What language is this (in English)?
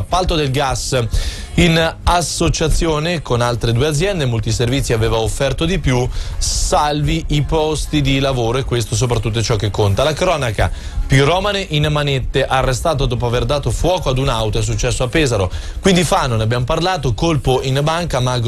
Italian